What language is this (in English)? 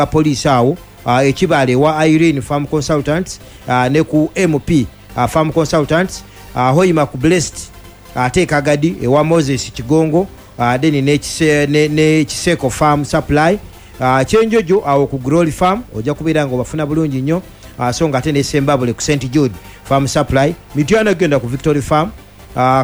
Ganda